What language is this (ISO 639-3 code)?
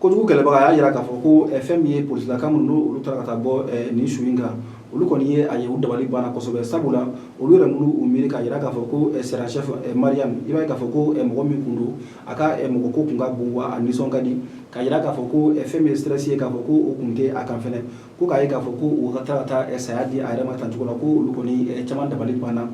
bam